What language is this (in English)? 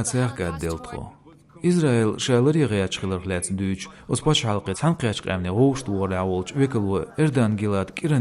Chechen